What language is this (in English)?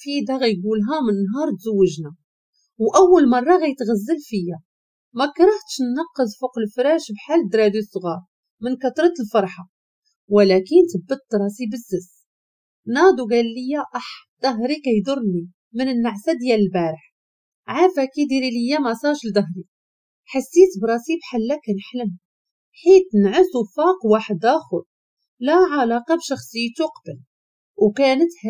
Moroccan Arabic